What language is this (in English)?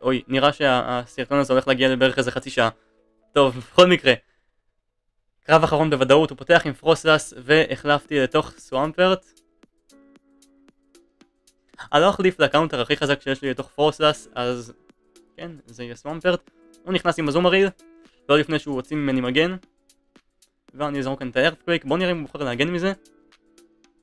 Hebrew